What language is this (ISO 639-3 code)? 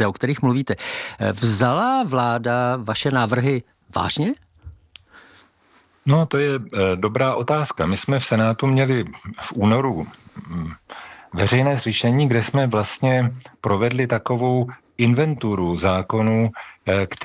ces